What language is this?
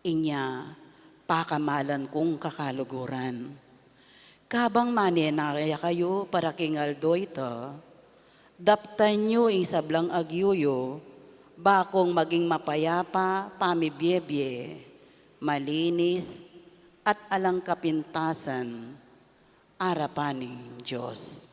Pampanga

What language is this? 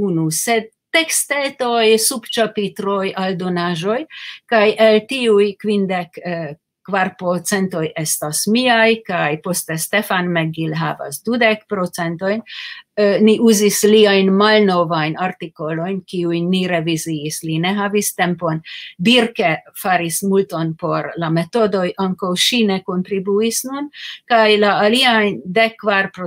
Esperanto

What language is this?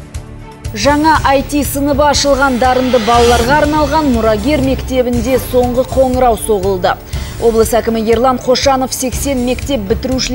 Kazakh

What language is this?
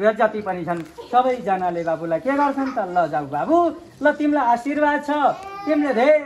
Nepali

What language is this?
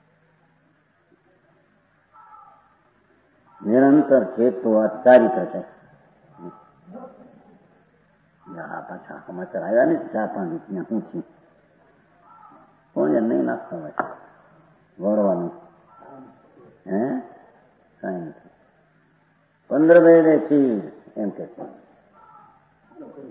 Gujarati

